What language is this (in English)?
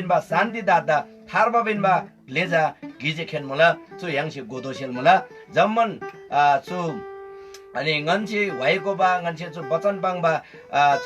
Eastern Tamang